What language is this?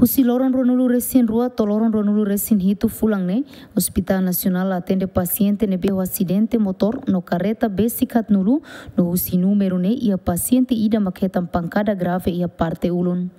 Tetum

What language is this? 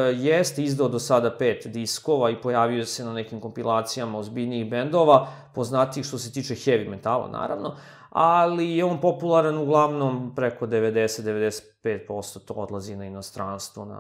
Serbian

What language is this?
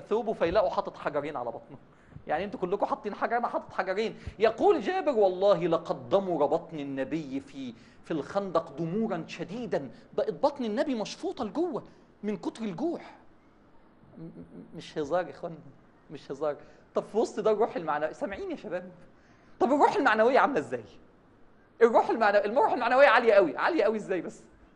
Egyptian Arabic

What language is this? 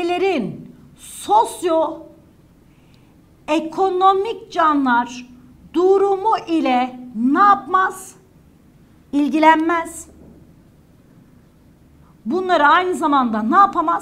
Turkish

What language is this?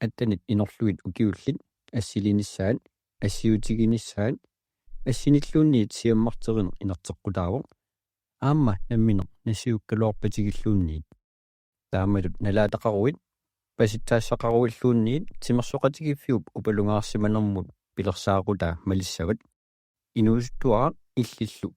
Kalaallisut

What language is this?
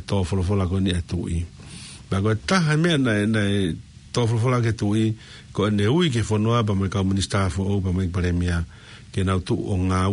Tongan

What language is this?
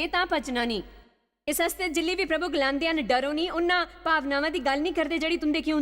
Dogri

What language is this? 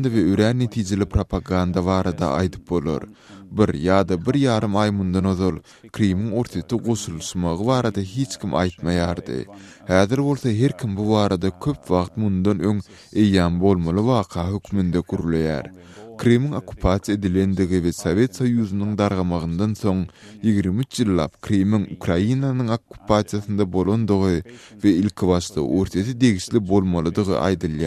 Turkmen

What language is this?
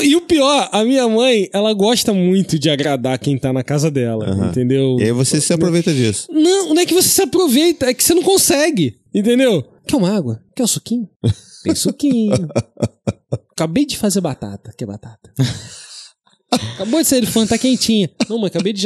Portuguese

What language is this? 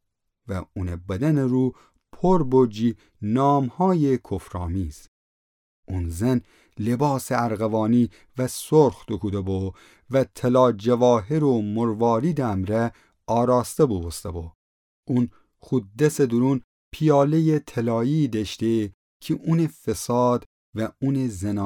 Gilaki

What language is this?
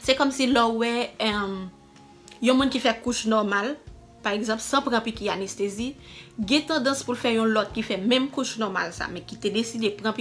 Haitian Creole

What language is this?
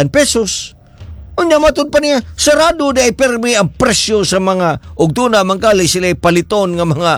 Cebuano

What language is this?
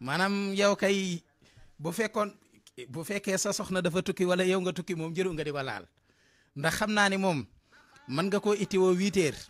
Wolof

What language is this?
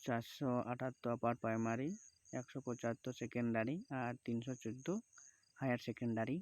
Santali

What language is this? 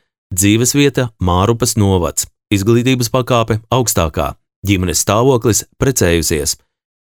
Latvian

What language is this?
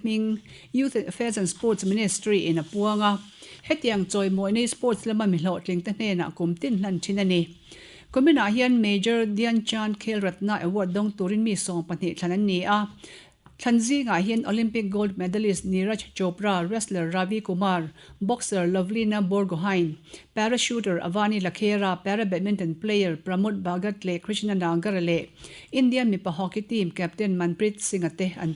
Mizo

